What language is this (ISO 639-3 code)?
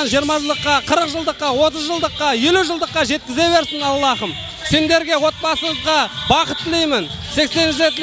kaa